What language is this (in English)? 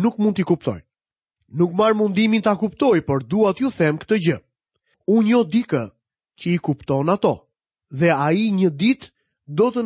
Albanian